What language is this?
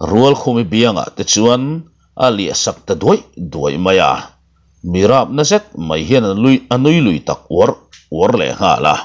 Mizo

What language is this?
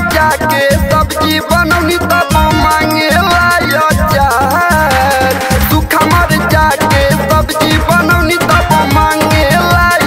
Bhojpuri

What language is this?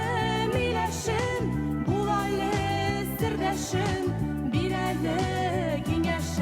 Tatar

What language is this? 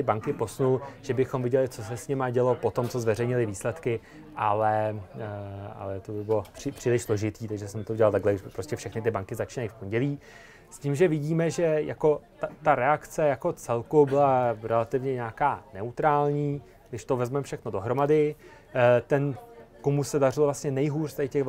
Czech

